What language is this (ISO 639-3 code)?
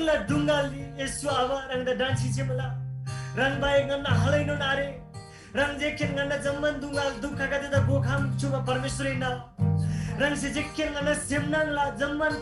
taj